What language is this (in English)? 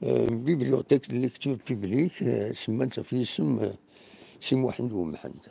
Kabyle